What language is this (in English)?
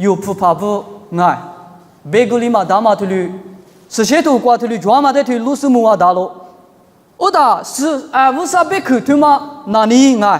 Lisu